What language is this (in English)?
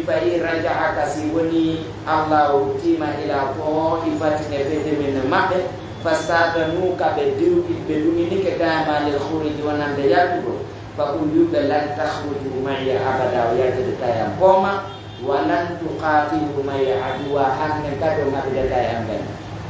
Pular